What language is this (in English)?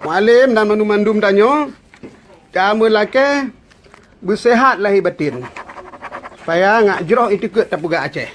Achinese